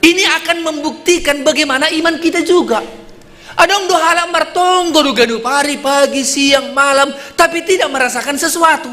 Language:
Batak Simalungun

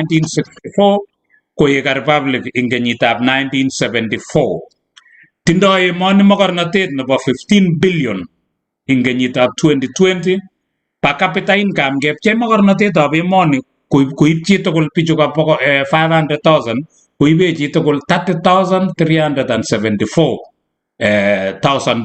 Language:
Kalenjin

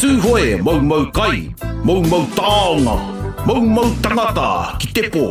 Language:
Māori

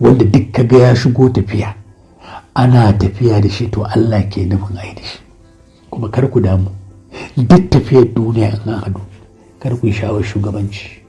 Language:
Hausa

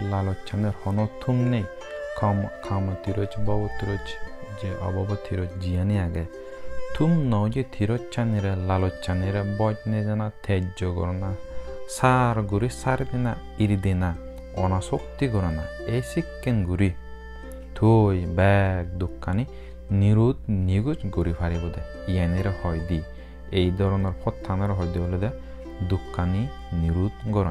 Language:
Chakma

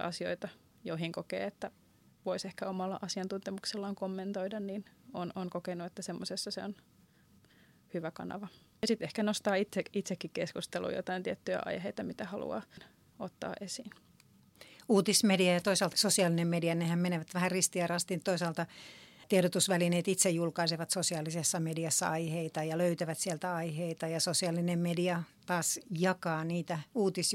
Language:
Finnish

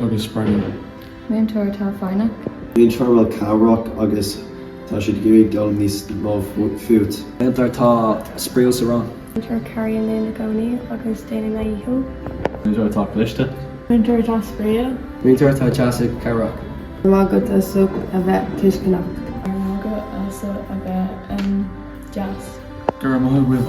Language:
Irish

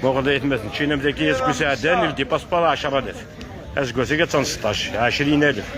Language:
Kabyle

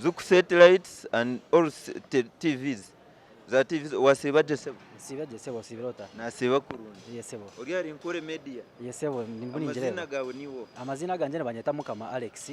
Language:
Nyankole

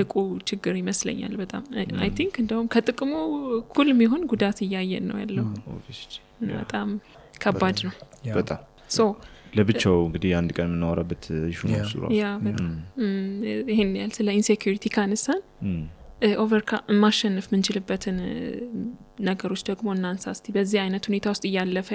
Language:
Amharic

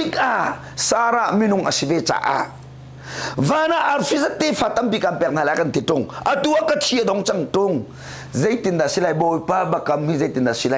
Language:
Hakha Chin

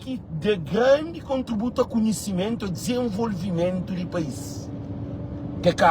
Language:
Kabuverdianu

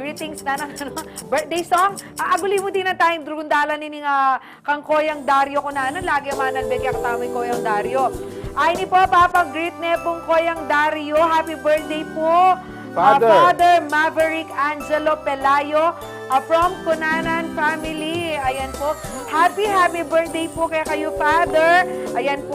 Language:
Pampanga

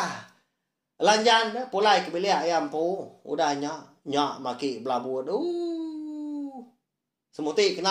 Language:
Iban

